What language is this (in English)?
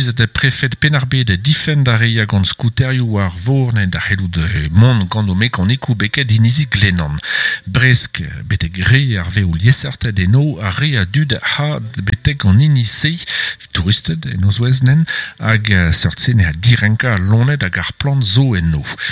Breton